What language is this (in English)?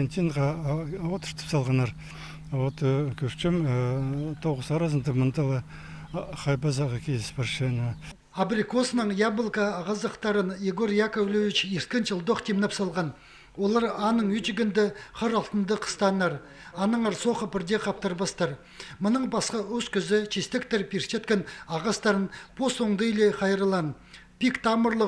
Khakas